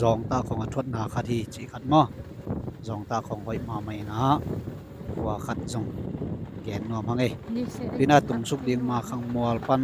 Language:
Tedim Chin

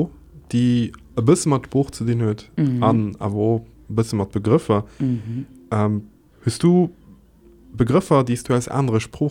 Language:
Luxembourgish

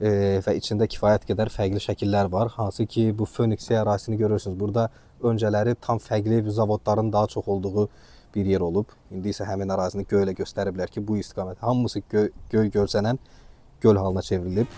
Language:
Azerbaijani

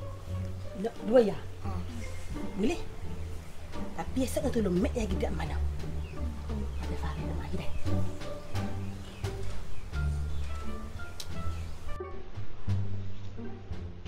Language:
Malay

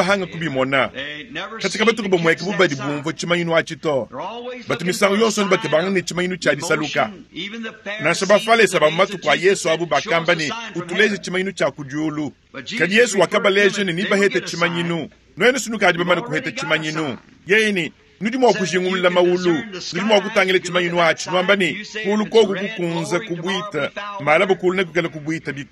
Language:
Luba-Lulua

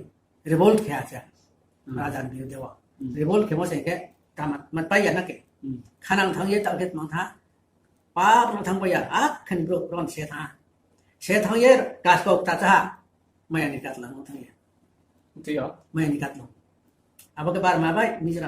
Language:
Riang (India)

